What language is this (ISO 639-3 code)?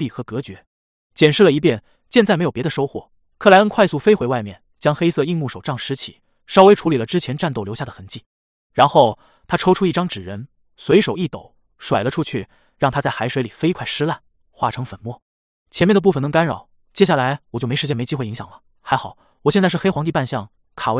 zho